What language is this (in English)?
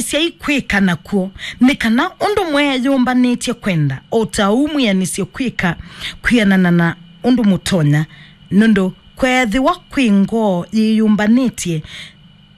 Kamba